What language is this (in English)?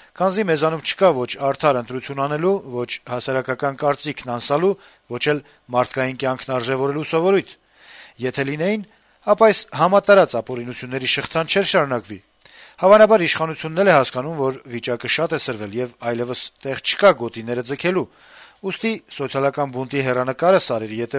Armenian